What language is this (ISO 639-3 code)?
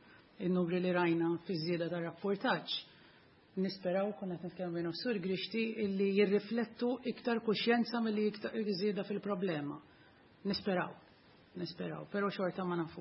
mlt